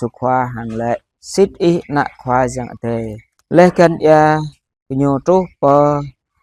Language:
Jarai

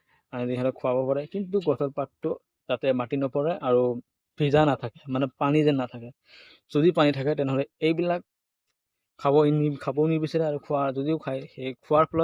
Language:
Assamese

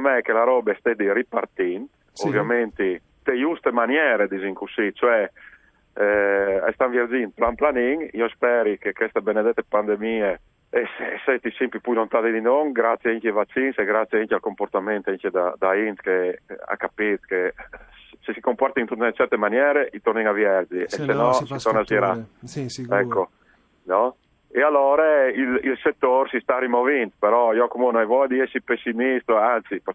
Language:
Friulian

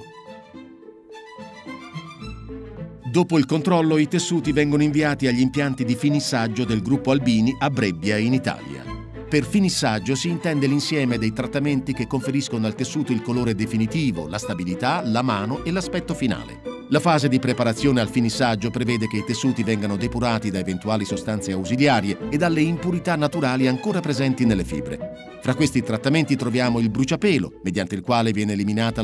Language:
Italian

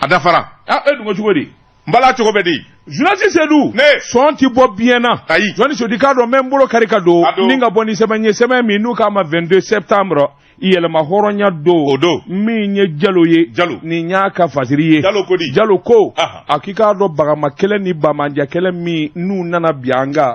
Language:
Bambara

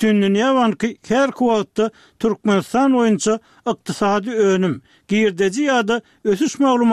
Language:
Turkmen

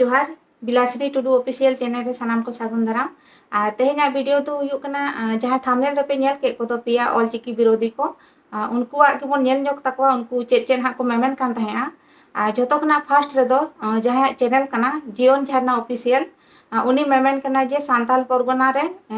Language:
Santali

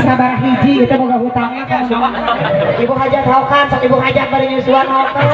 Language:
Sundanese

